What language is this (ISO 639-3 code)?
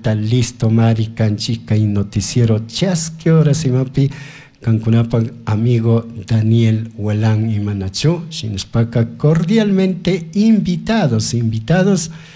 qug